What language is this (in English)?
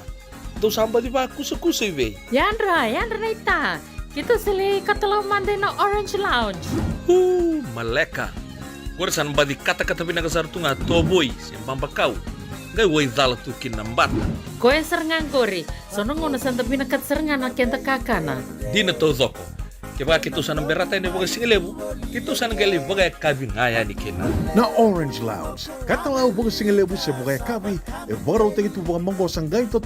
Fijian